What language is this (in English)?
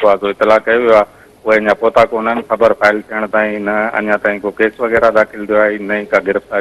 Sindhi